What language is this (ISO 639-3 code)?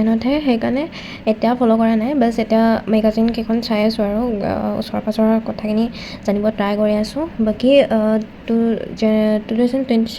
asm